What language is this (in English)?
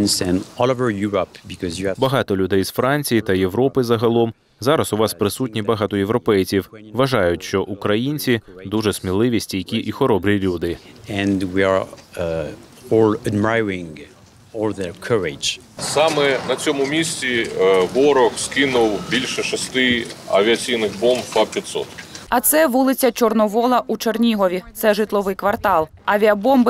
Ukrainian